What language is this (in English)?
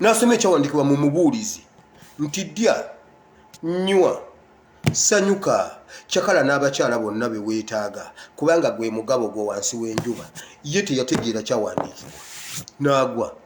Ganda